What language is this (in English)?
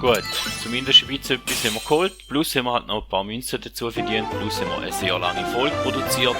Swiss German